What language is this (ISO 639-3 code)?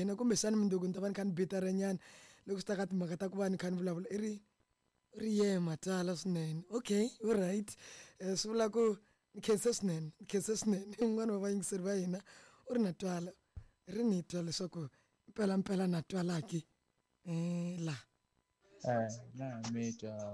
tso